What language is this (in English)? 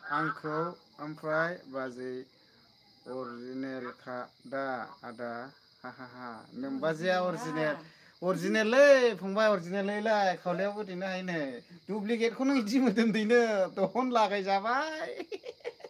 Bodo